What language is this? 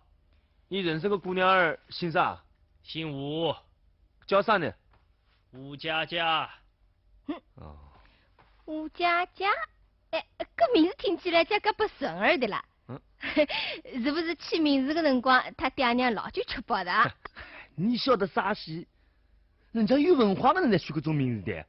Wu Chinese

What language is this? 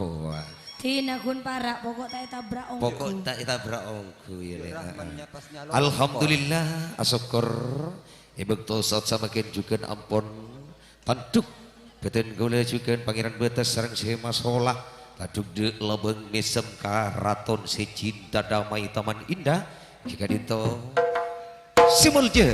Madurese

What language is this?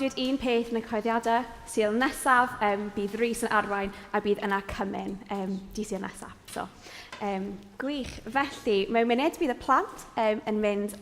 Welsh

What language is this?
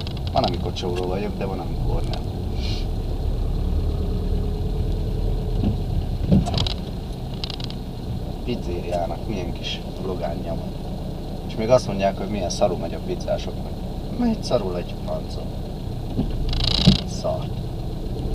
Hungarian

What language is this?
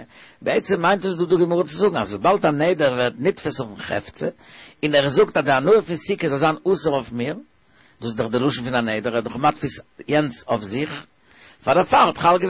Yiddish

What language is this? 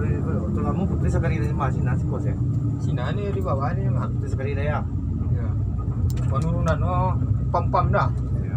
Minangkabau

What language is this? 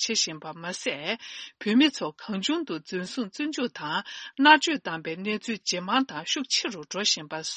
Tibetan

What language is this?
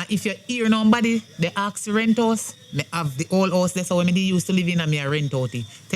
Jamaican Creole English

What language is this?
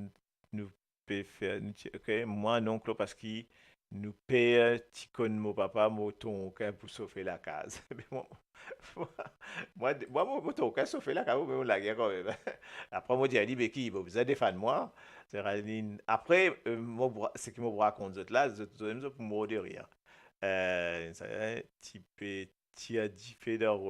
Morisyen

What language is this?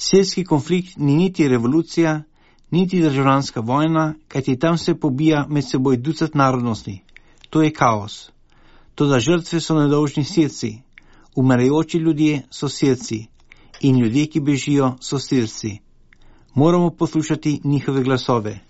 Slovenian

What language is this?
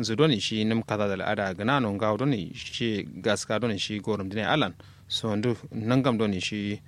Kanuri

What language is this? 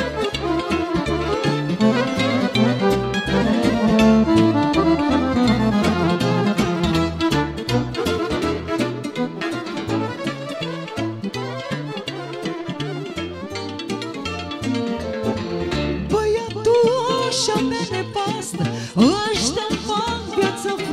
Romanian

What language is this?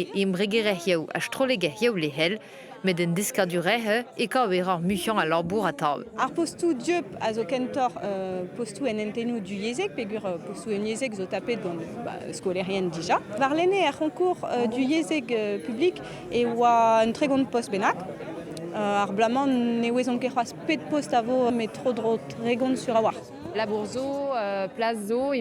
Breton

